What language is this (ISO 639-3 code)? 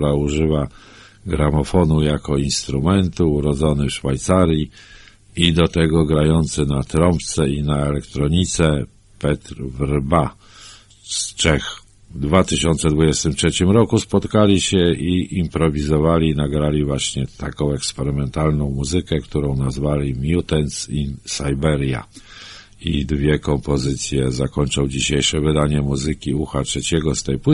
pol